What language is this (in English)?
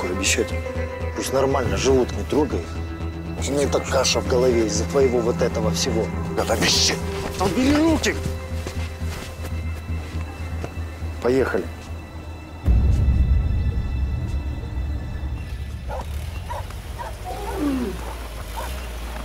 Russian